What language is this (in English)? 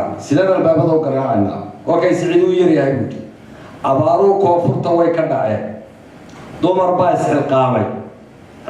Somali